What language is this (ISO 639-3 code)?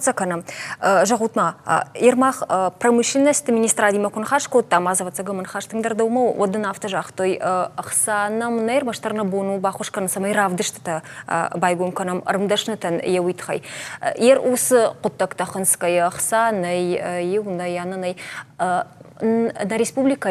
oss